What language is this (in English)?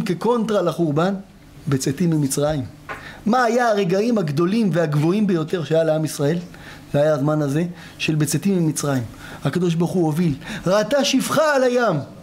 Hebrew